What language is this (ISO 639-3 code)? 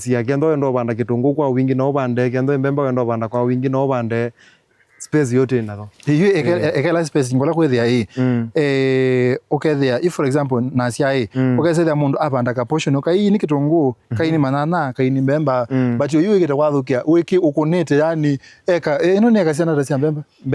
kam